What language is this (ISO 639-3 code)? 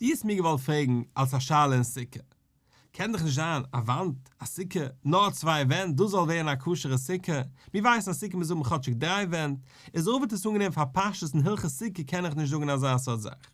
yid